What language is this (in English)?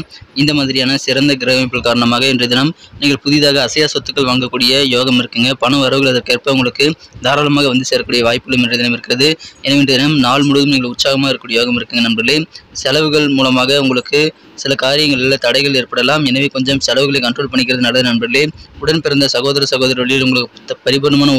Tamil